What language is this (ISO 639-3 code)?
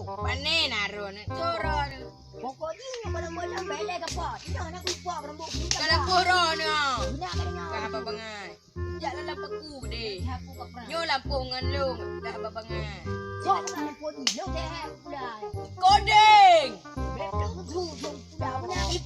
ace